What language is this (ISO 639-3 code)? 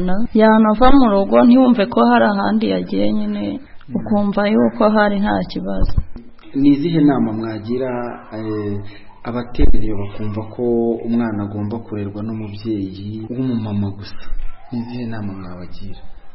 kin